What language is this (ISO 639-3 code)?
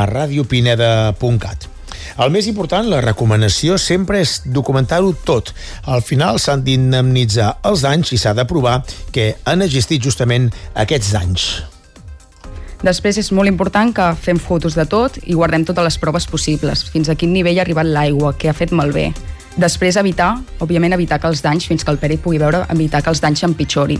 cat